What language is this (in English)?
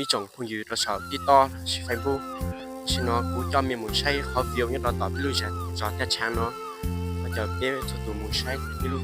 Hmong